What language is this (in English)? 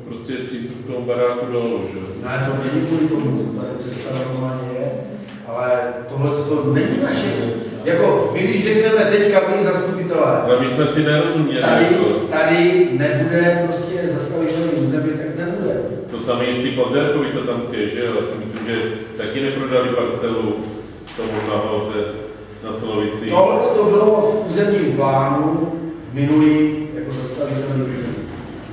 Czech